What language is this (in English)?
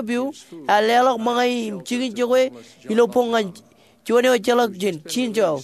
Marshallese